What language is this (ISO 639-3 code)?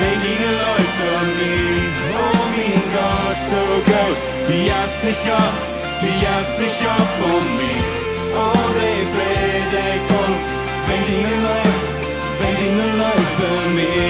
pdt